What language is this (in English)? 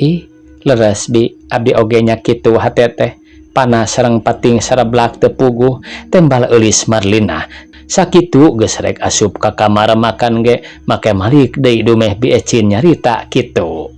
Sundanese